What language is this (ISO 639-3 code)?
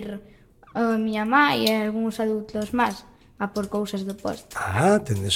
glg